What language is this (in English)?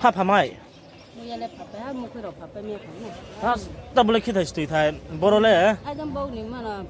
Riang (India)